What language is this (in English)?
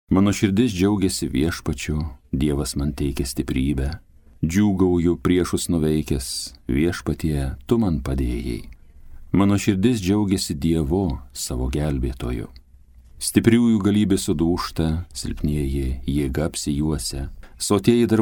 Lithuanian